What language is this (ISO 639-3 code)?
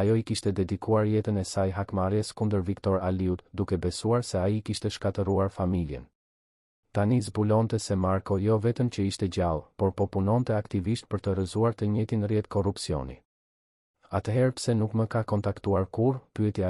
sqi